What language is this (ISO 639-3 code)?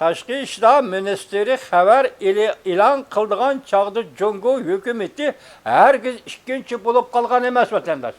uig